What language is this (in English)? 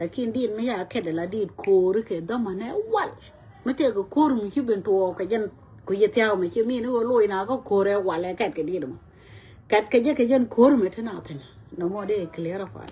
Nuer